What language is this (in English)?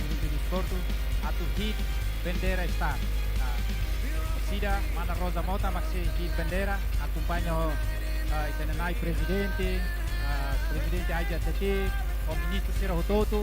Tetum